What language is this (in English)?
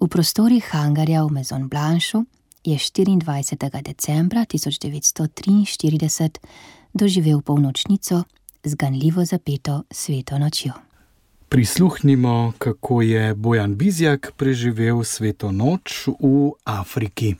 Slovenian